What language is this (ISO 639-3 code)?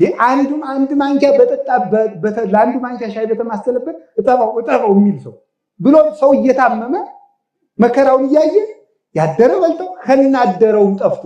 amh